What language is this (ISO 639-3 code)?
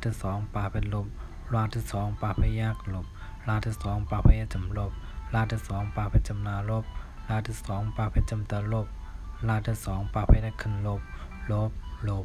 shn